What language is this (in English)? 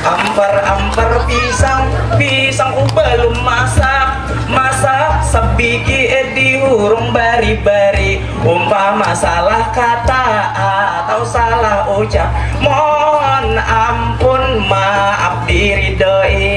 Banjar